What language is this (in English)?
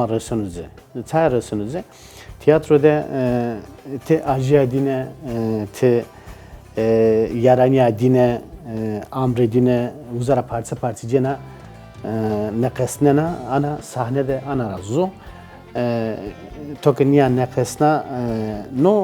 Zaza